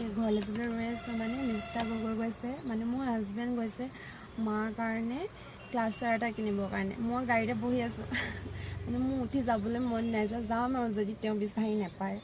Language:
Assamese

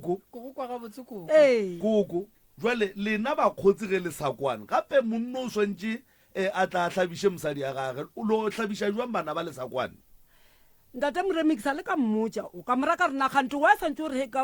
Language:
Northern Sotho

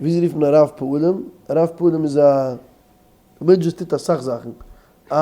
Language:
Yiddish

